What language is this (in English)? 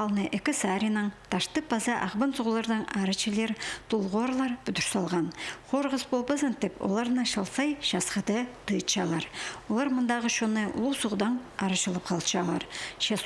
Khakas